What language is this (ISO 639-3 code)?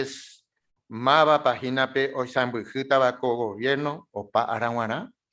grn